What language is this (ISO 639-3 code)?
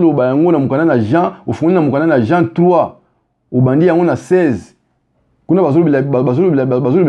lin